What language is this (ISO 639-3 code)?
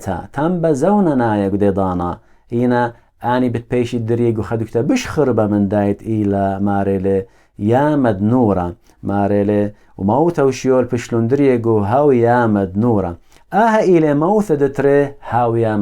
aii